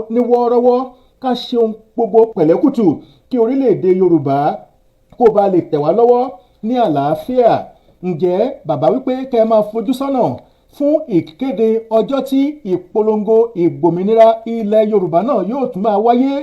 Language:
Yoruba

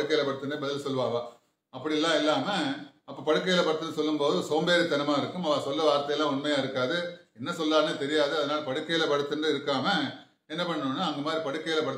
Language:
Tamil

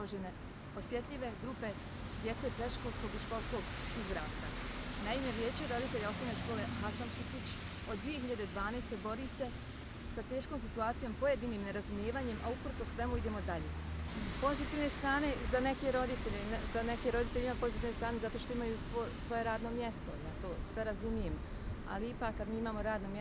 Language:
Bosnian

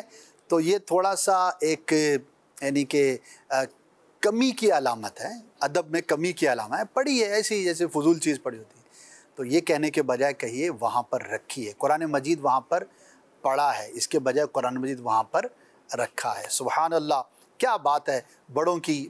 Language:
Urdu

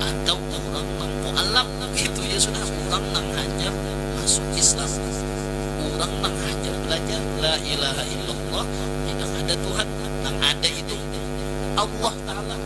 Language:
Banjar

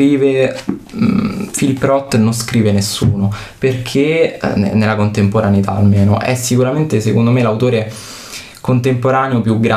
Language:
Italian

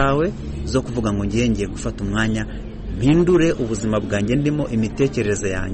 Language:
Kinyarwanda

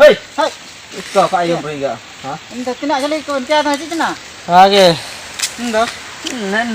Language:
Ho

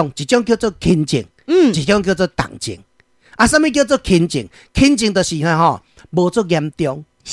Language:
Min Nan Chinese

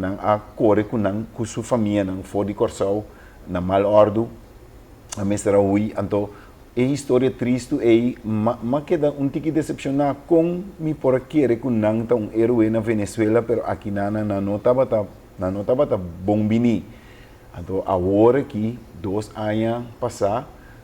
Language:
Papiamento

